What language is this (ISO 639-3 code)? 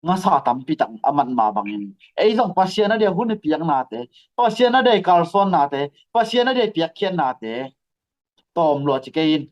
ctd